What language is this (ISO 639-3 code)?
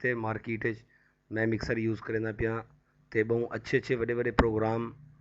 skr